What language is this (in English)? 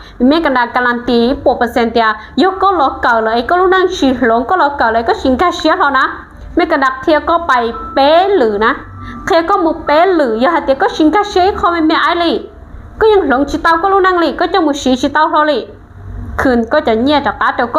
Hmong